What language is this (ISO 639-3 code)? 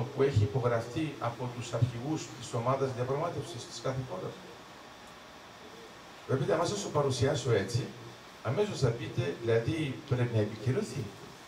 ell